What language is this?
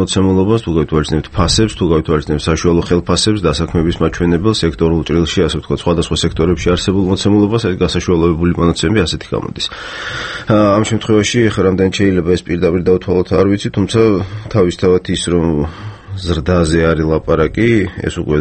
Georgian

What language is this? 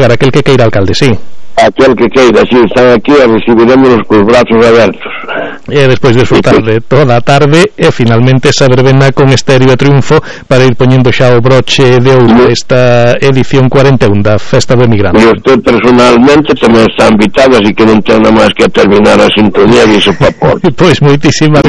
Galician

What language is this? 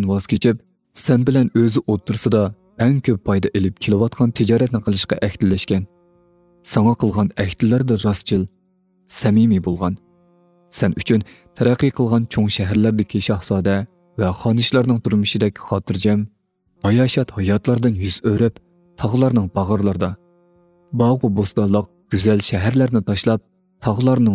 Uyghur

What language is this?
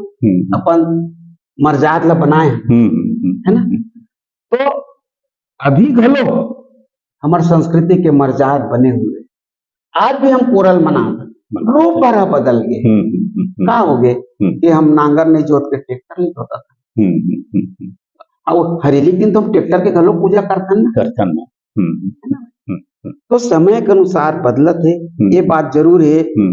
Chhattisgarhi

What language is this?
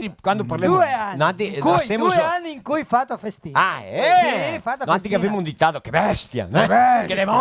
Venetian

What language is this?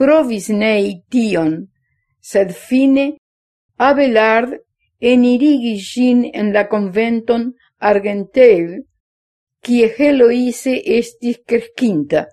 Esperanto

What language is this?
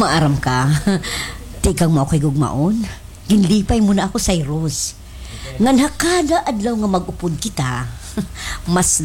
Waray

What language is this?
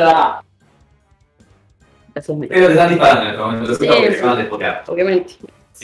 Spanish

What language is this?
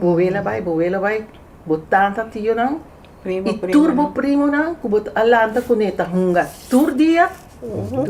Papiamento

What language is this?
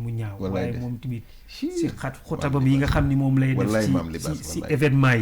Wolof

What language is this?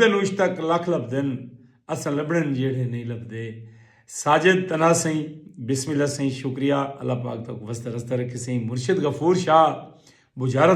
Saraiki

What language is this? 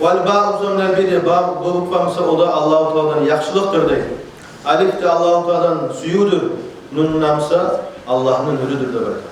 Kumyk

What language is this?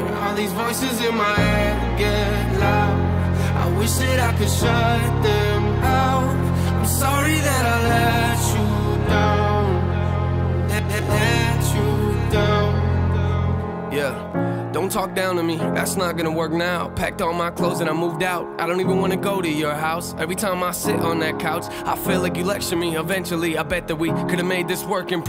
English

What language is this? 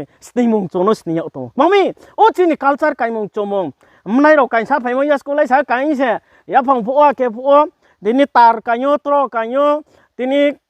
Riang (India)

